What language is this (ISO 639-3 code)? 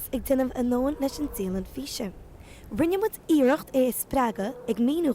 gle